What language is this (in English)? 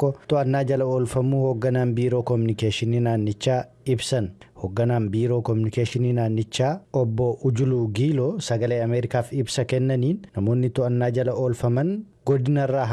Oromo